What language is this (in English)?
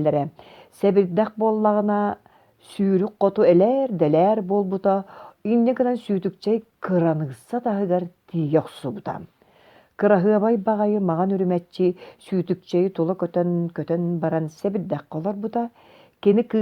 Yakut